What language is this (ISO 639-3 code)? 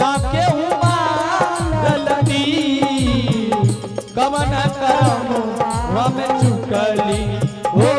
anp